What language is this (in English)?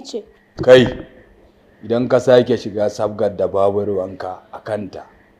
Hausa